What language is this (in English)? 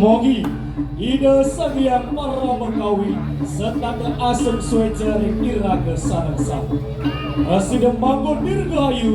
Balinese